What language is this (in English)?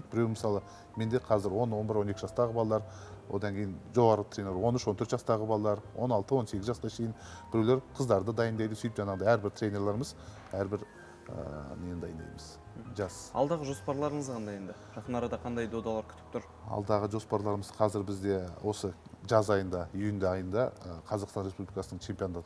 Kazakh